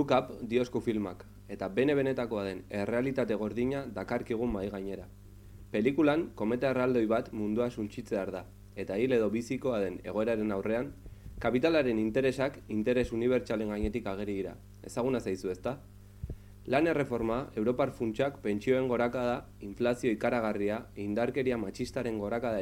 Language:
Basque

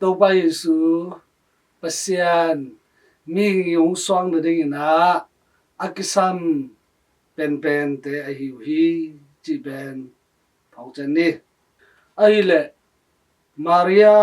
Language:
Tedim Chin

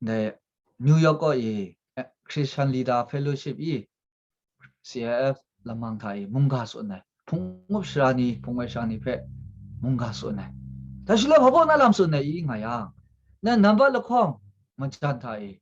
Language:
Kachin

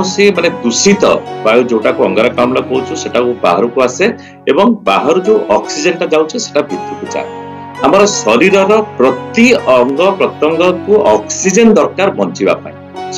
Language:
Odia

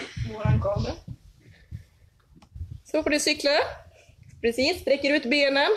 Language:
Swedish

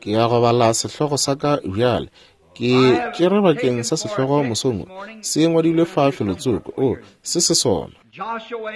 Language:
Northern Sotho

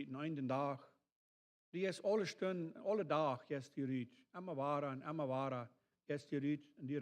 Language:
Plautdietsch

